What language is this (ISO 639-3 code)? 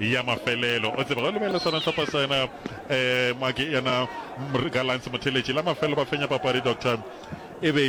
nso